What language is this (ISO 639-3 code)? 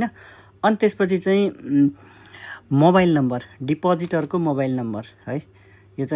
nep